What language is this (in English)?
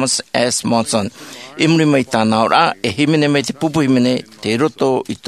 Tahitian